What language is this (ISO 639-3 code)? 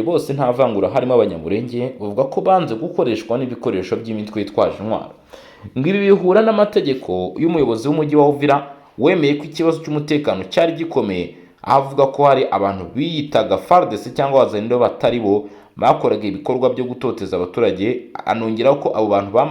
kin